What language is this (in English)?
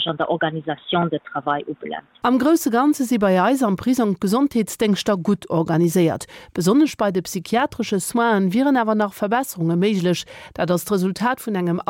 Luxembourgish